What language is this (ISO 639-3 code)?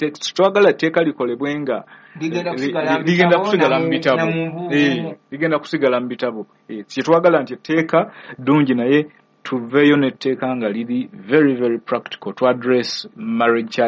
lug